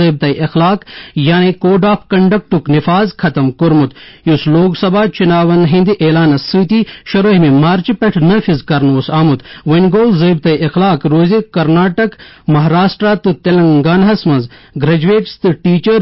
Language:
Kashmiri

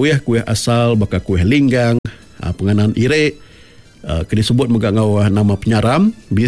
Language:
Iban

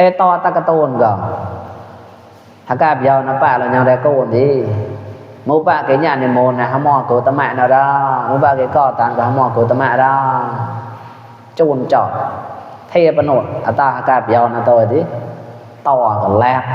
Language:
Mon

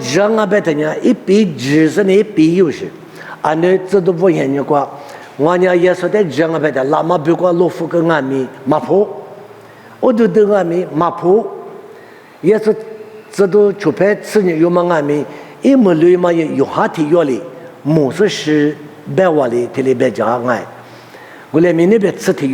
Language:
Lisu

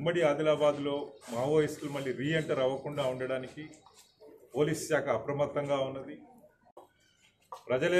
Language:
Telugu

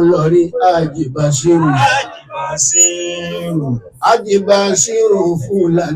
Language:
Yoruba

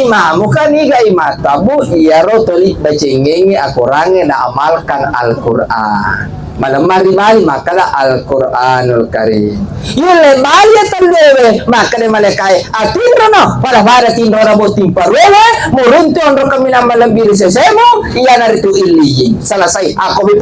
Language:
Buginese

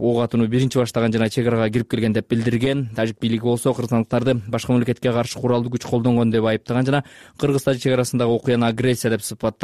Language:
Kyrgyz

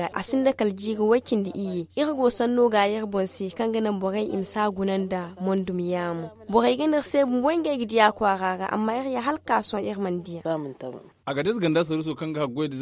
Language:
Zarma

